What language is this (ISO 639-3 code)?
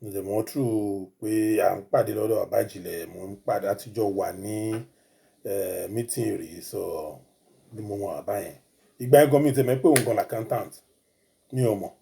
yor